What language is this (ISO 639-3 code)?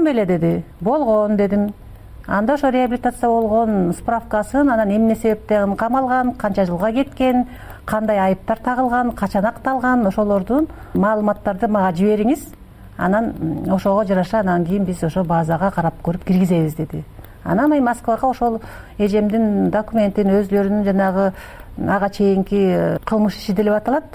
kir